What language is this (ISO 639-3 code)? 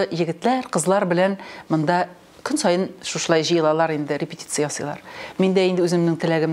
tat